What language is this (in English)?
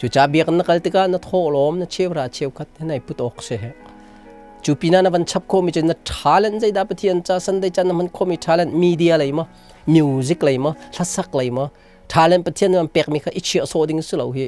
Hakha Chin